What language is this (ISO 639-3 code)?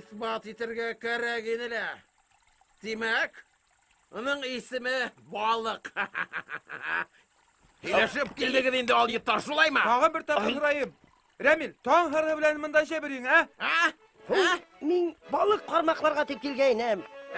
bak